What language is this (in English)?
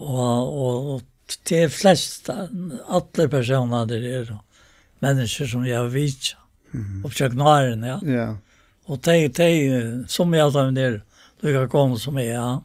Faroese